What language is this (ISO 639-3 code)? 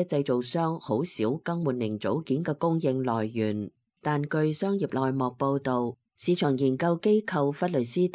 yue